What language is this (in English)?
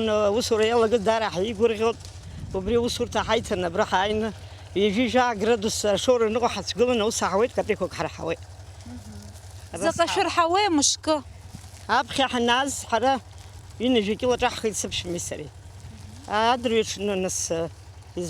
Abkhazian